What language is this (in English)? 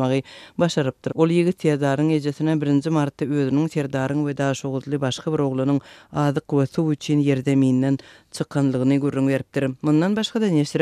Turkmen